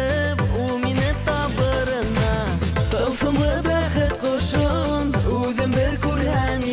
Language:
Bashkir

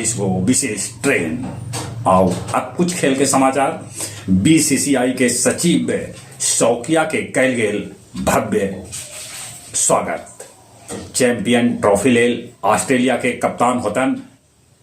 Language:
Magahi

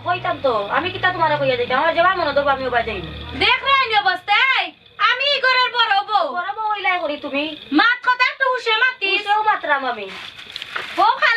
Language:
Sylheti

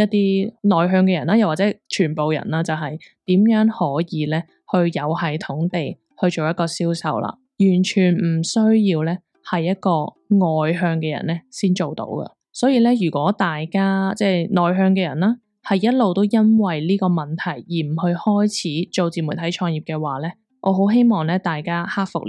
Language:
Cantonese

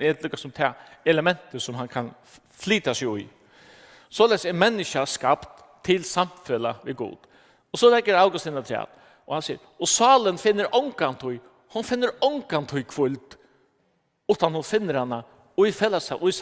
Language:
Faroese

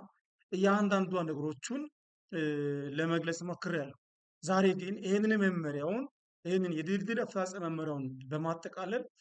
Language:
Amharic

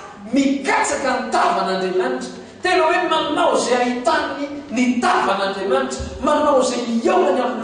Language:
Malagasy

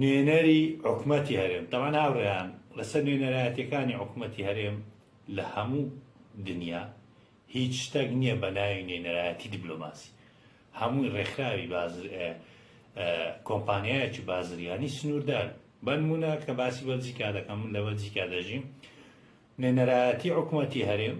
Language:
Central Kurdish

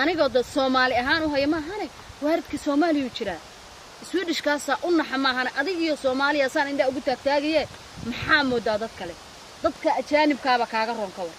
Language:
Somali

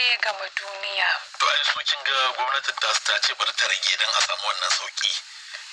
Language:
Hausa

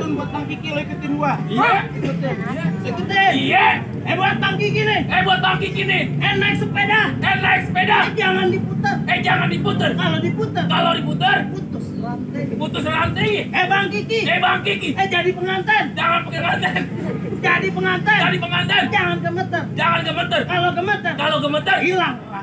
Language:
Betawi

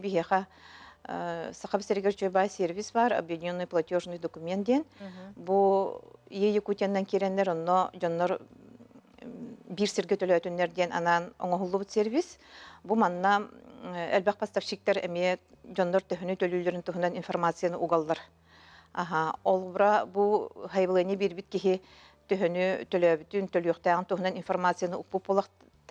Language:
Yakut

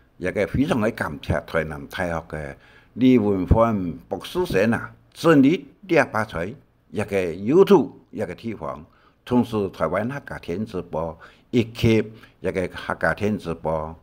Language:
Hakka Chinese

